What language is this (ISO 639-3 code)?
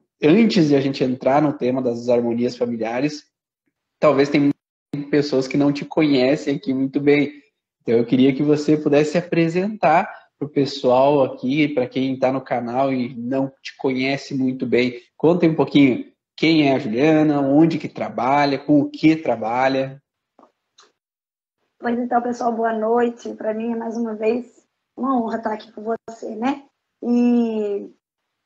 por